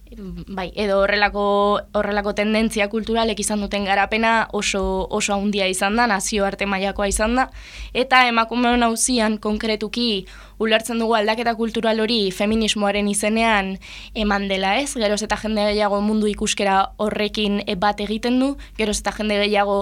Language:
Basque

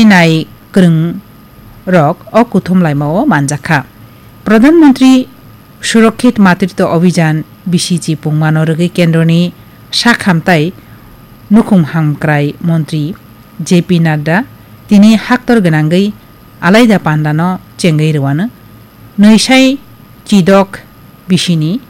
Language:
Kok Borok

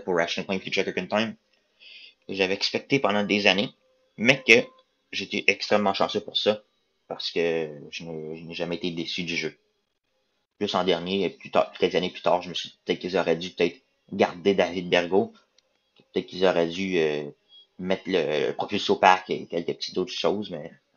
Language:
French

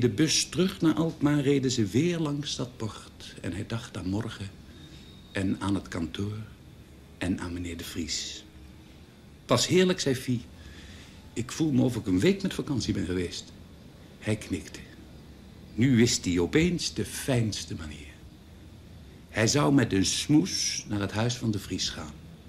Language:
Dutch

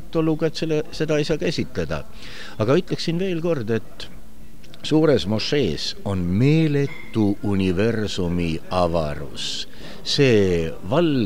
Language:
Estonian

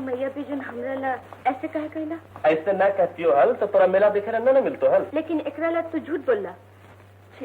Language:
Magahi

